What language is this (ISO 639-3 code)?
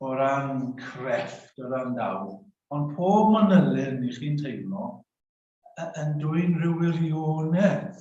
cym